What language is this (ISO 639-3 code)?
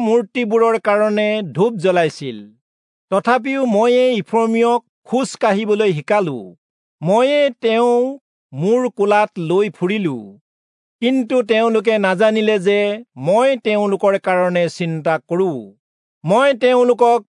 asm